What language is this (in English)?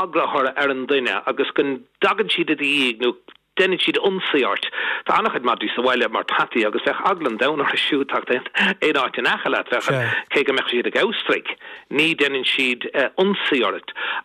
Irish